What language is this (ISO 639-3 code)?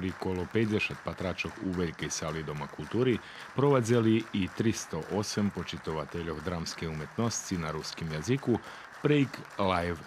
rue